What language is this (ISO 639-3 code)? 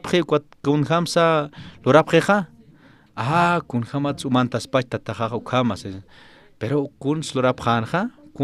aym